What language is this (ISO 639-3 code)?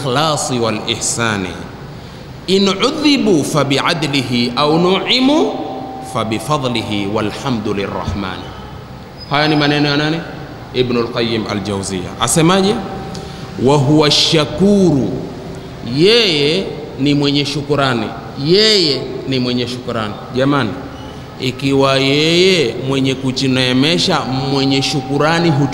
swa